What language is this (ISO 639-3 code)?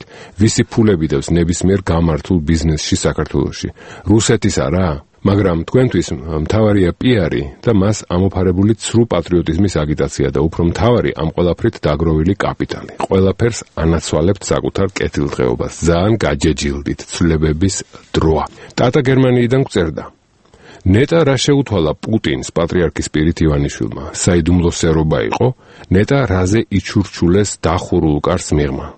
kat